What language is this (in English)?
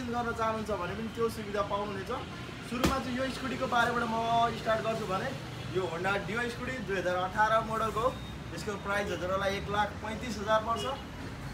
Nepali